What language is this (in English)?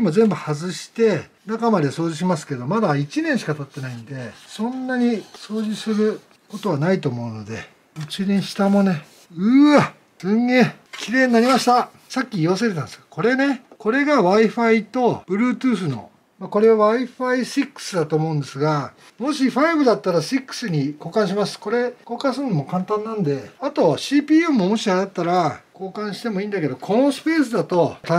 Japanese